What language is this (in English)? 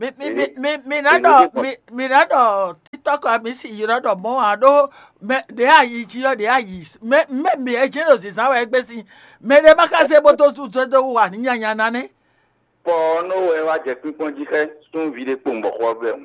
Fon